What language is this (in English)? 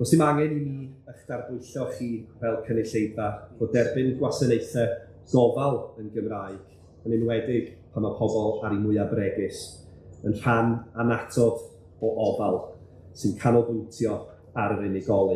Welsh